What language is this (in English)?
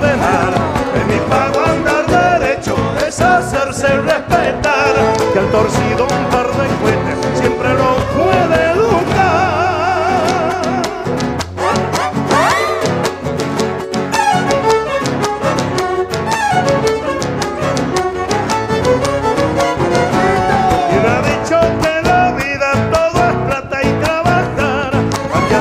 Spanish